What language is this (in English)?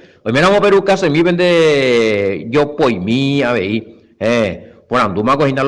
Guarani